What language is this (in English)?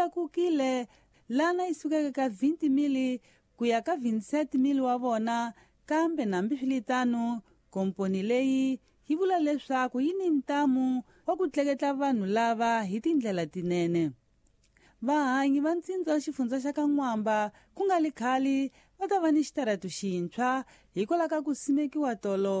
Tsonga